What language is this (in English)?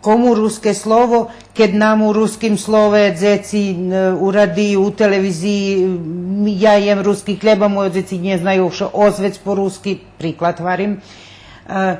Rusyn